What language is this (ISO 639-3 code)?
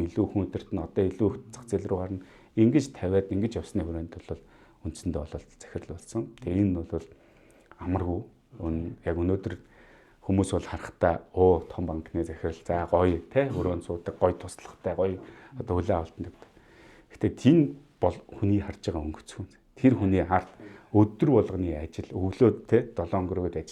mon